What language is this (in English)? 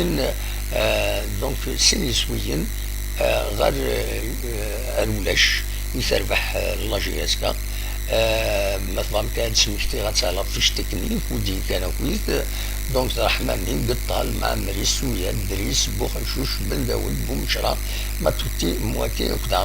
Kabyle